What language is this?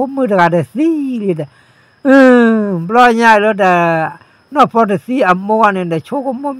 S'gaw Karen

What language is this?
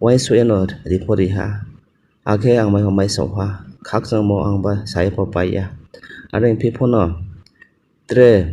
Riang (India)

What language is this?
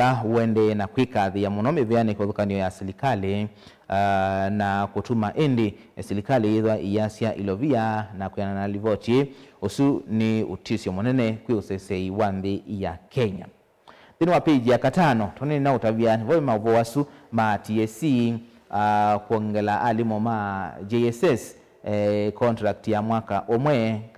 Kamba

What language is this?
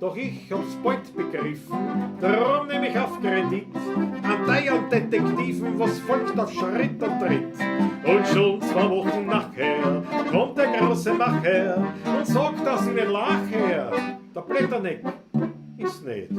Bavarian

